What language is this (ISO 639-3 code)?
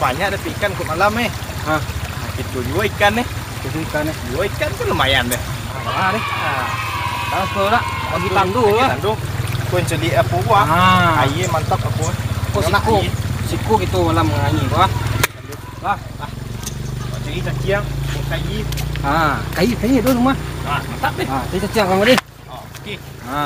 min